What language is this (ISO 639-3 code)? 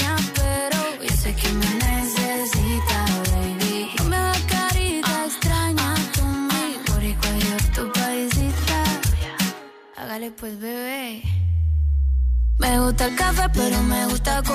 spa